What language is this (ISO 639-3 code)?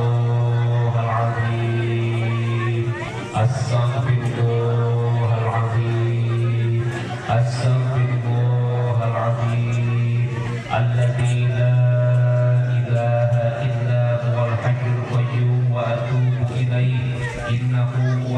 sun